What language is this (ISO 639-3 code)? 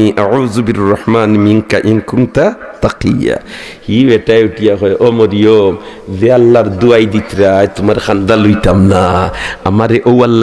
syl